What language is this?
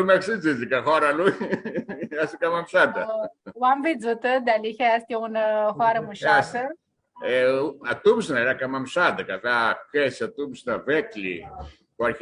Aromanian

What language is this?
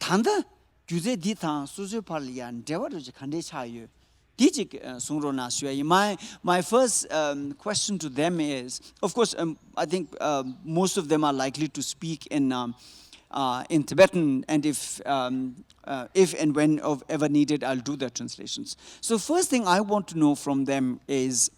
Tibetan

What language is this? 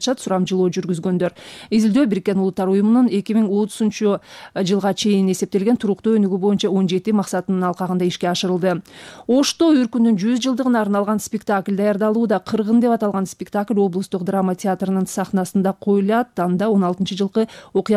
Kyrgyz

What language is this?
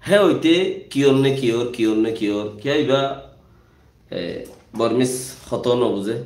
Rohingya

